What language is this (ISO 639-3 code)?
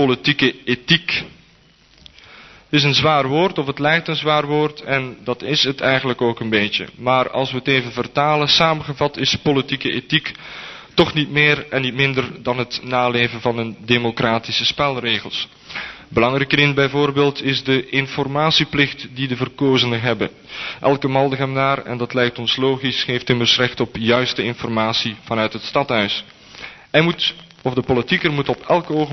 nld